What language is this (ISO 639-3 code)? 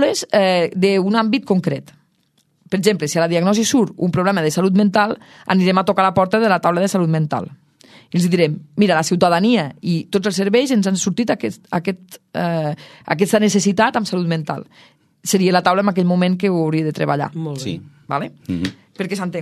cat